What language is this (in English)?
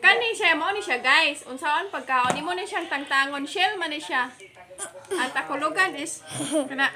Cebuano